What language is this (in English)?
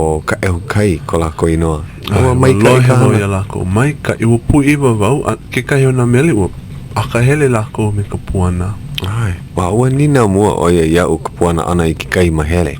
Hawaiian